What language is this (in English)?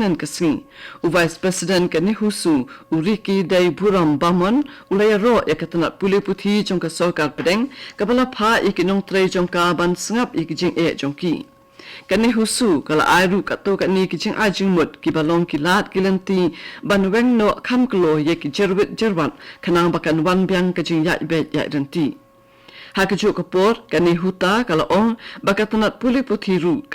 Khasi